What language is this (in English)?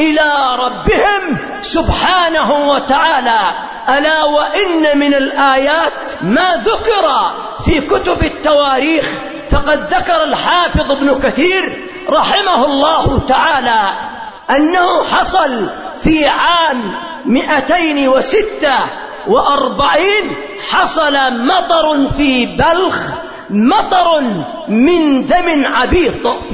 Arabic